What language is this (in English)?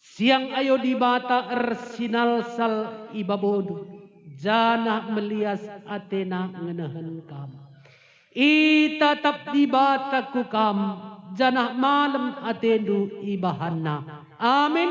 Batak Karo